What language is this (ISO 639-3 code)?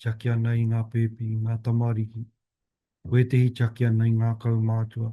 mri